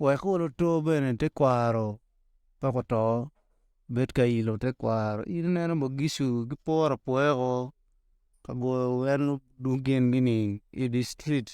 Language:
Acoli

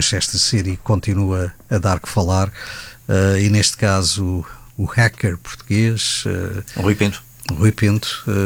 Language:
Portuguese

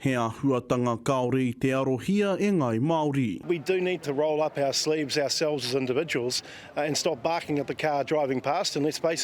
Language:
Māori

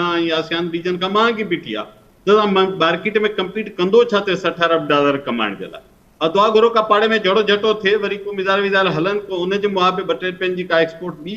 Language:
Sindhi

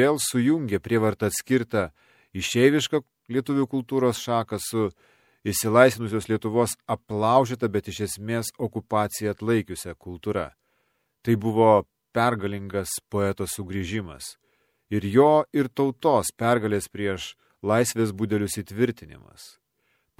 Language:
Lithuanian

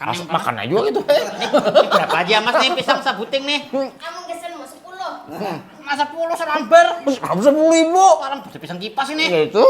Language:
Banjar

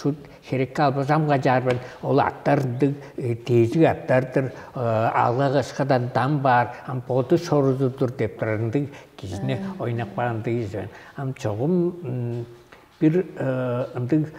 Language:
Tuvinian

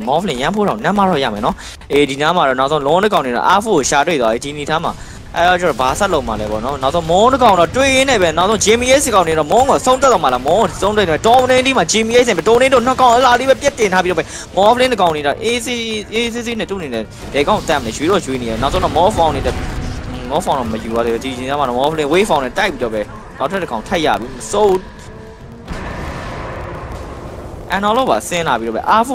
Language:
Burmese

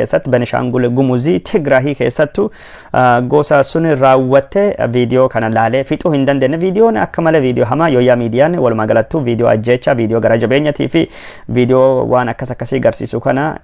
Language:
Oromo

